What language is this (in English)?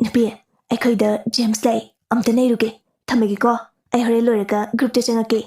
Manipuri